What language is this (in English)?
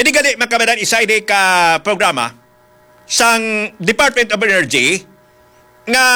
Hiligaynon